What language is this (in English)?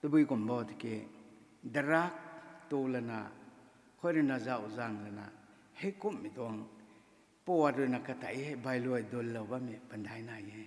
Rongmei Naga